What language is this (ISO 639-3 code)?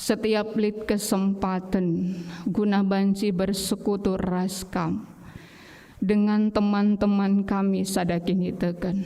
btx